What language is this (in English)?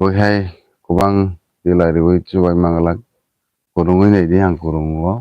Kok Borok